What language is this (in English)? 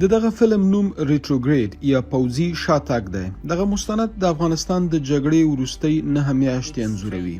Pashto